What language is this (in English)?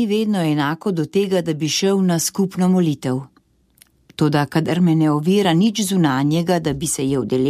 Slovenian